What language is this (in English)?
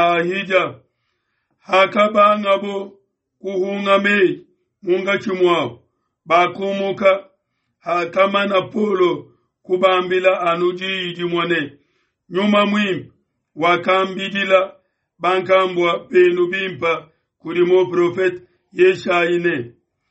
Luba-Lulua